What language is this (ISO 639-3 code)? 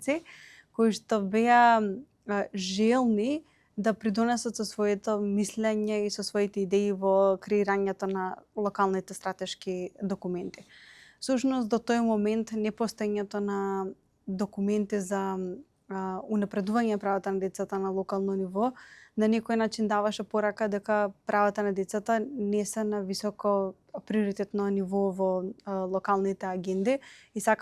mkd